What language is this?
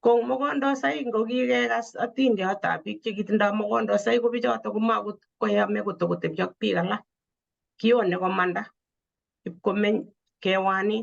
Kalenjin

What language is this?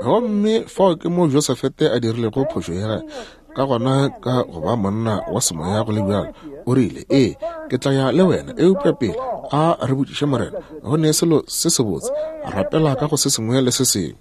Northern Sotho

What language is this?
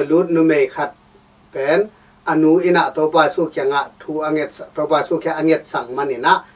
Tedim Chin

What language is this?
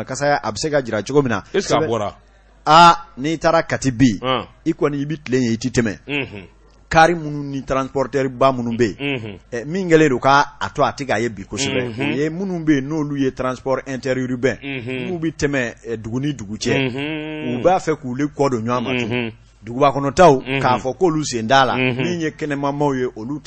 Bambara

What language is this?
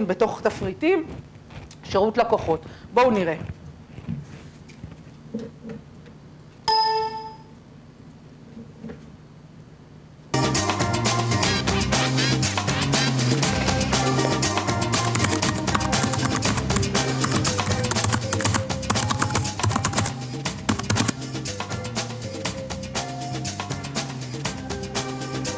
Hebrew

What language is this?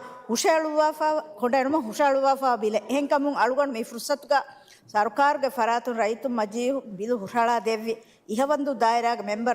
Divehi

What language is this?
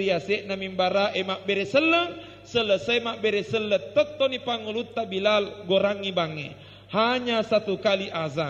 Buginese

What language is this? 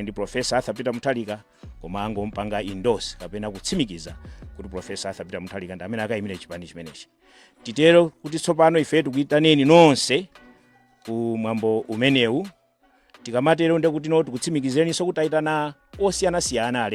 Nyanja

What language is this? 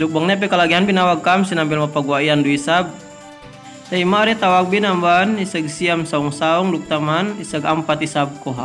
Yakan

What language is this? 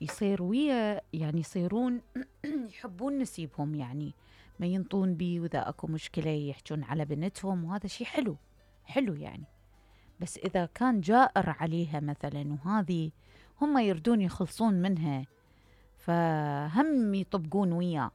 Mesopotamian Arabic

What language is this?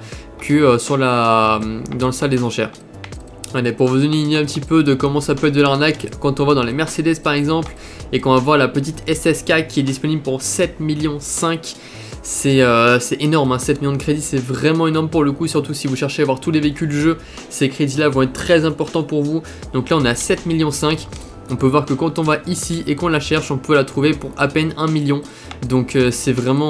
French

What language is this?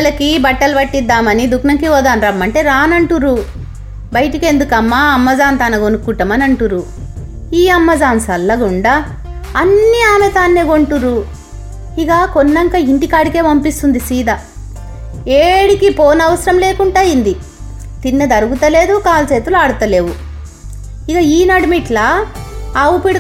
Telugu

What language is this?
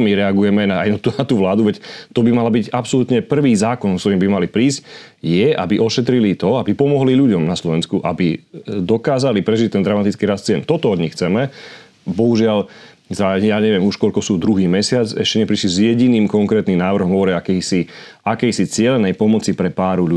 Slovak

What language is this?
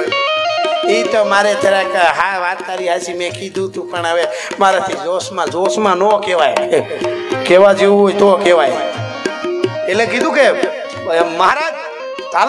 Gujarati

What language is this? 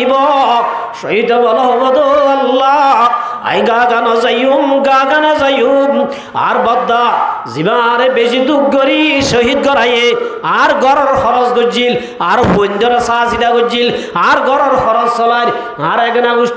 Rohingya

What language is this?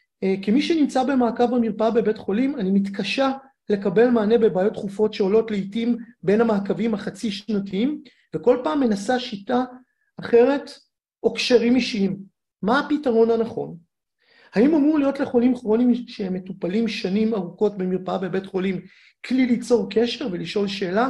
Hebrew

